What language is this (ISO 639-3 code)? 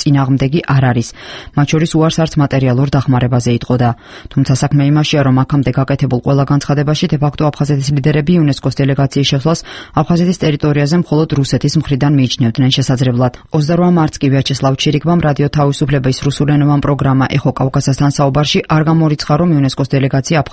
kat